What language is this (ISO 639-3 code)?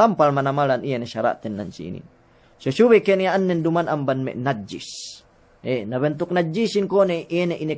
yka